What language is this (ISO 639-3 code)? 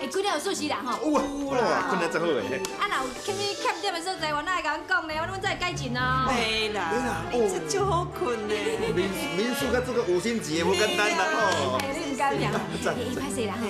nan